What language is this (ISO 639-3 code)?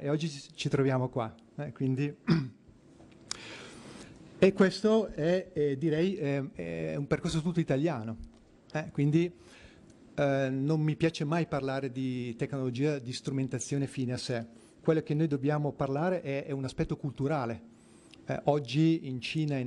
ita